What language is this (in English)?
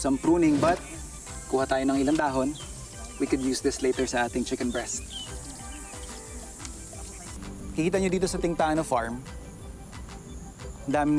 Filipino